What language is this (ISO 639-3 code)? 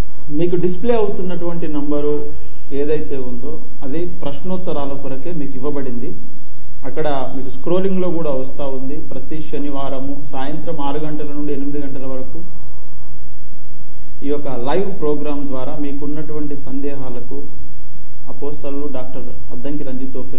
tel